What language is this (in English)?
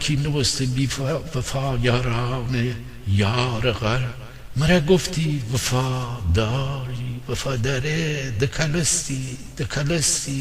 Gilaki